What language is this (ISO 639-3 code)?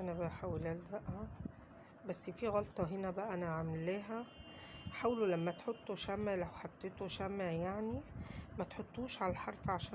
arz